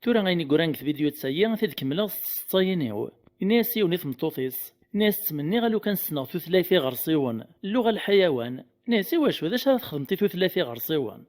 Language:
Kabyle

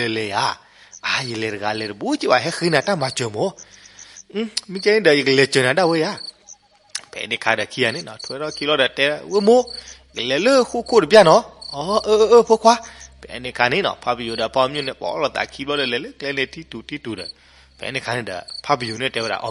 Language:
S'gaw Karen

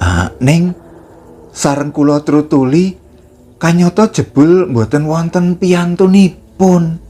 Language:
Javanese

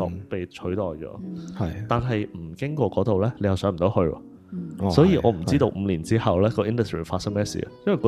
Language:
Cantonese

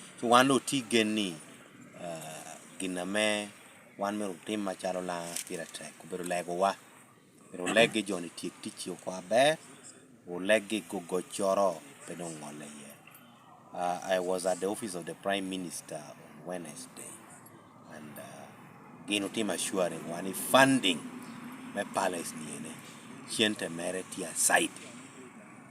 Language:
Lango (Uganda)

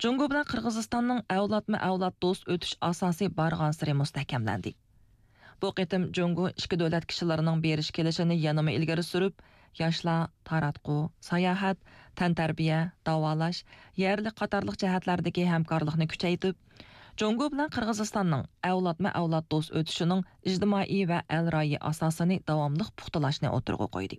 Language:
Uyghur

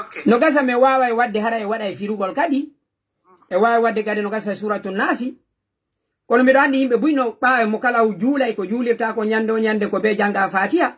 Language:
Fula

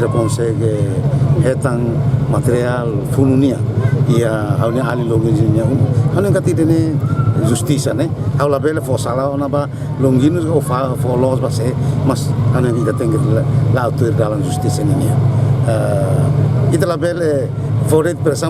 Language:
Tetum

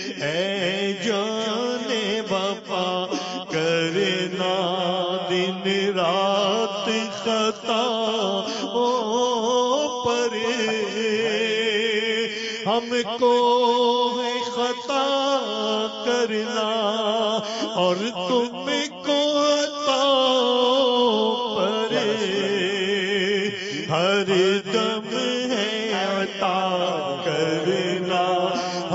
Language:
Urdu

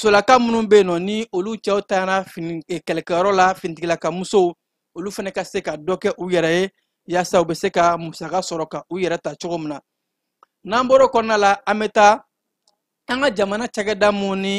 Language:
Bambara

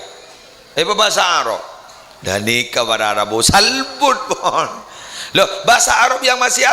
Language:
Madurese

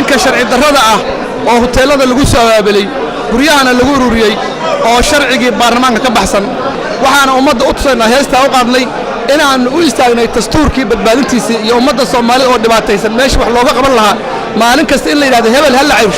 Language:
Somali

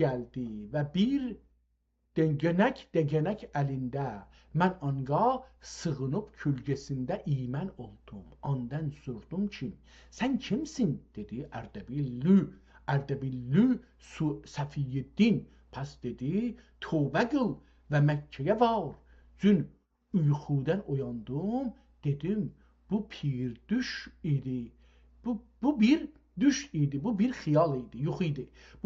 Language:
South Azerbaijani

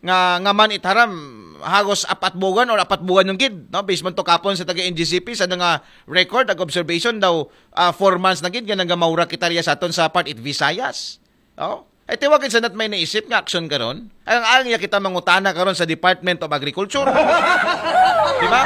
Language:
Aklanon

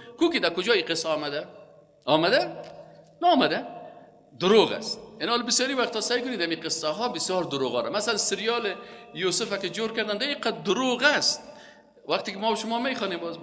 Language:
Persian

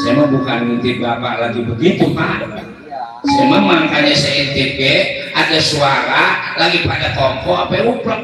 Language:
Betawi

